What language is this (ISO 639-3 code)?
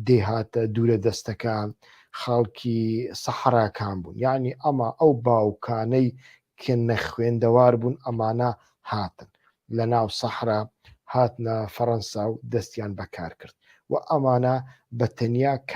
ckb